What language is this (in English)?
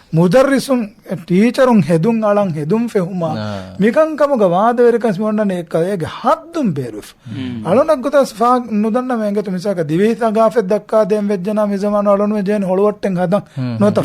Divehi